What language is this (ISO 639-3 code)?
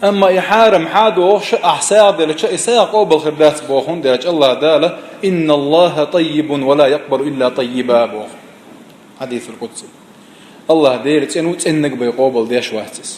che